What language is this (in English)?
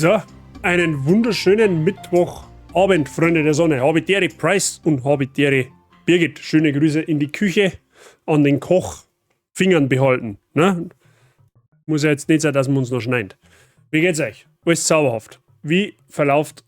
Bavarian